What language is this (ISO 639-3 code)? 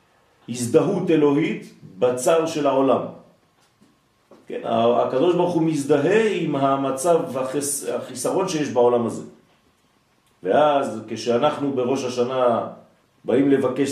heb